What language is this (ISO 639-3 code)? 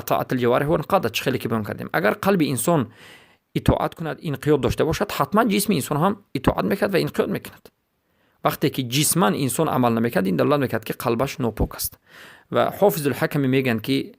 fas